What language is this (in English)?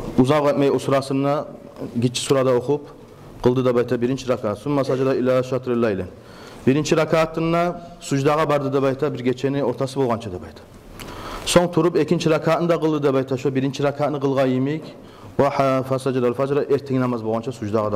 Kumyk